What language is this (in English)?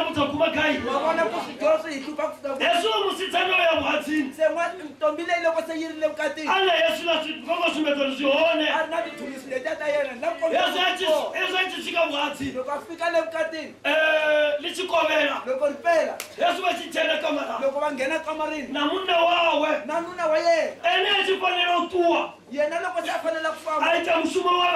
Tsonga